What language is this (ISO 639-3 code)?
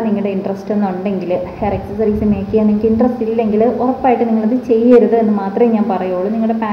mal